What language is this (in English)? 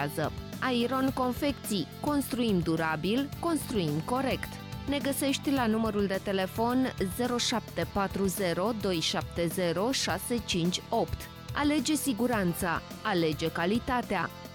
Romanian